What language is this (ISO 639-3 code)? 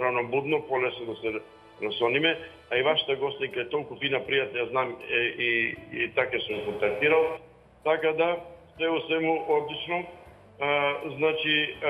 mkd